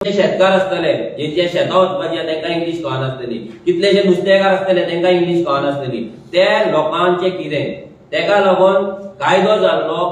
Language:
Konkani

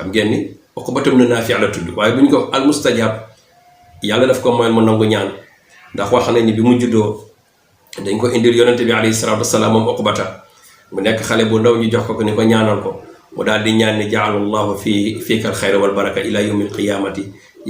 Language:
Wolof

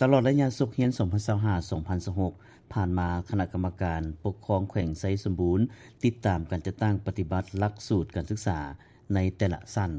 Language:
Lao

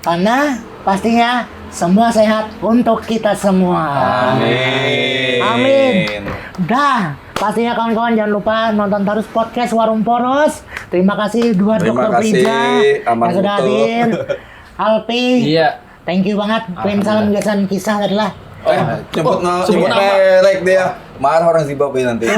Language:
Banjar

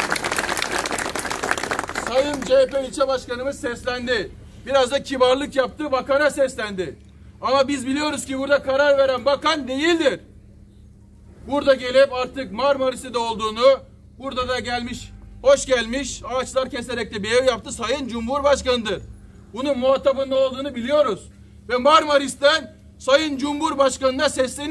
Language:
Turkish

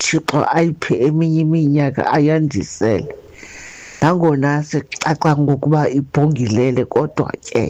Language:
Xhosa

